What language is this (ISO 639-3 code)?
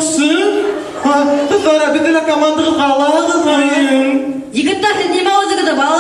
bak